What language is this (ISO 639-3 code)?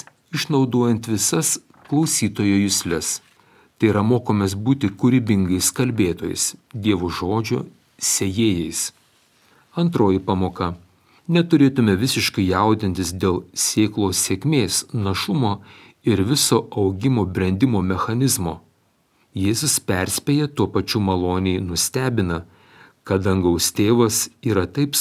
lit